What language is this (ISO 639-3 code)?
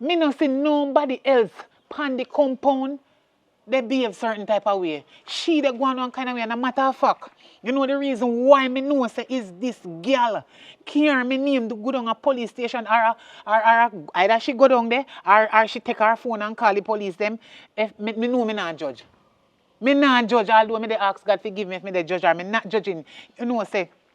jam